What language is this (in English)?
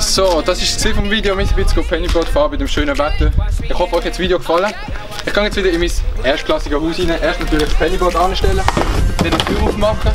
Swiss German